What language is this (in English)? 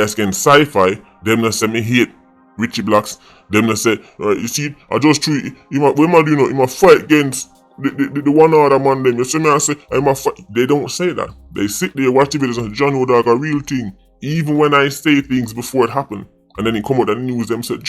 Jamaican Creole English